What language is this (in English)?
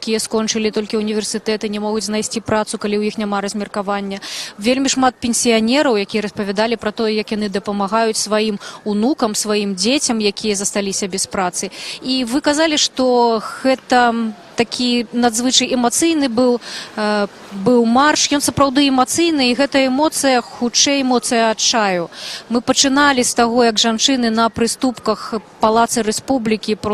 Belarusian